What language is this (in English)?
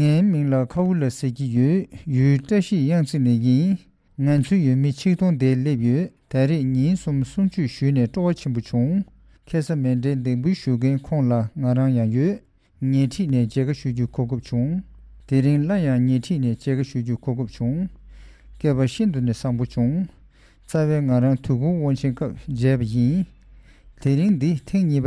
Tibetan